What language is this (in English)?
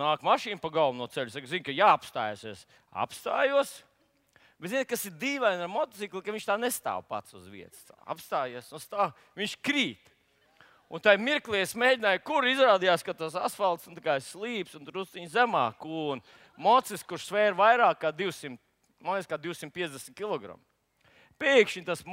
Latvian